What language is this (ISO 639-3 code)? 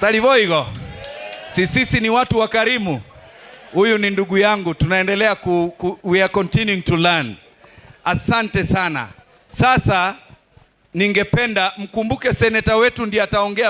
guz